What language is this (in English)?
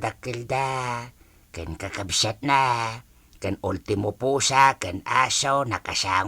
Iloko